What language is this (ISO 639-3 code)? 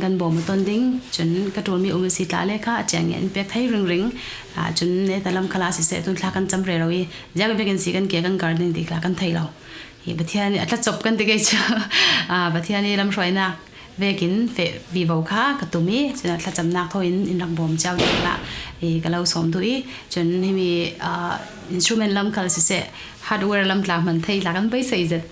cfm